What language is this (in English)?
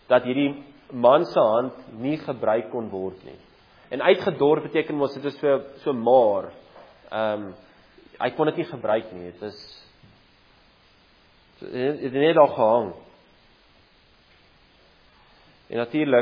Afrikaans